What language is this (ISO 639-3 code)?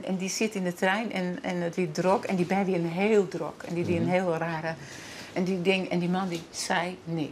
fry